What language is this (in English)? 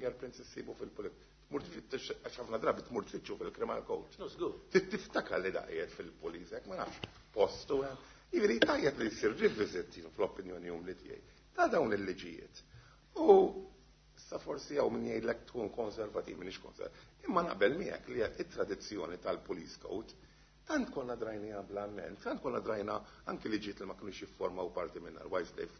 Maltese